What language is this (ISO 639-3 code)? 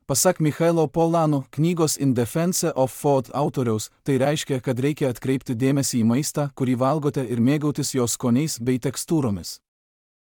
lit